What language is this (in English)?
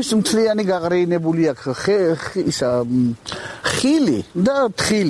Georgian